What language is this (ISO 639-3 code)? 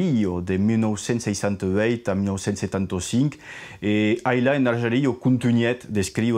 oci